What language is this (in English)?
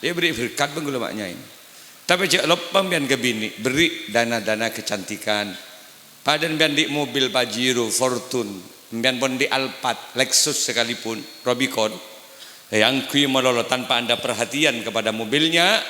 Madurese